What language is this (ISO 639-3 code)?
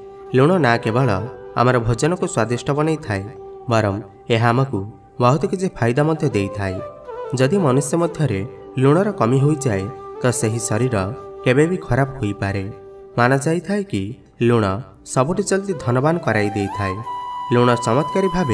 ori